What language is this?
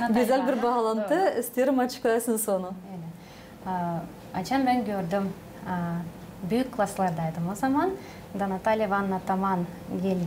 Gagauz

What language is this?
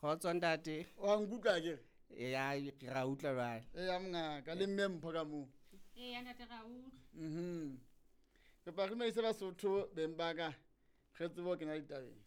Southern Sotho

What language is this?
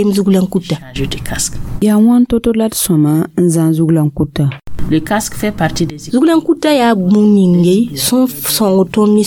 Mossi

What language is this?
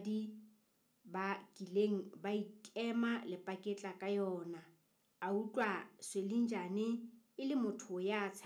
Southern Sotho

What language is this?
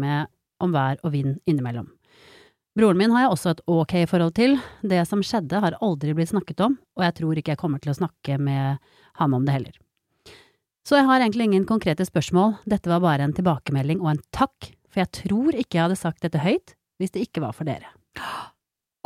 Norwegian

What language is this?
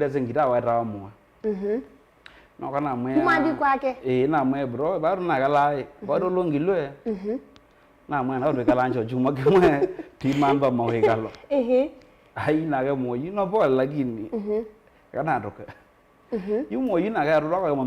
Kamba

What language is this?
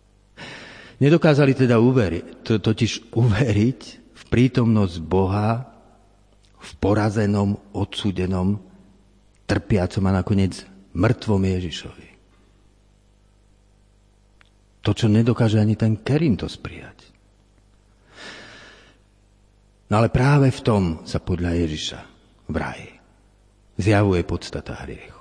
Slovak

